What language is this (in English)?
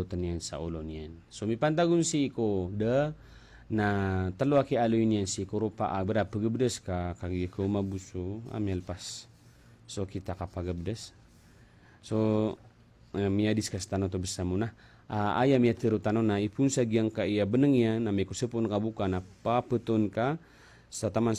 Maranao